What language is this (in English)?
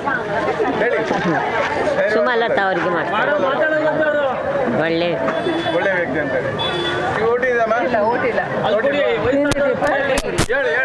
Kannada